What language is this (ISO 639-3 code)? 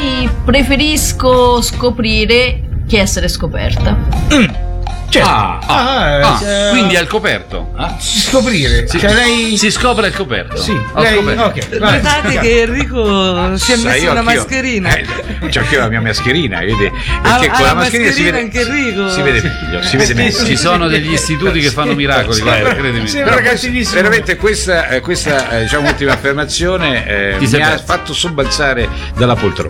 ita